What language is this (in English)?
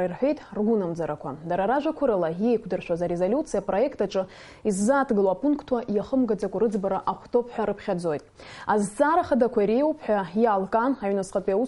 Abkhazian